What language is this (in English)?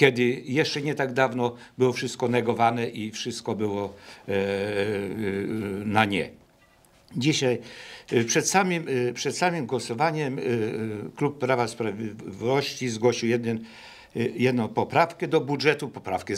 Polish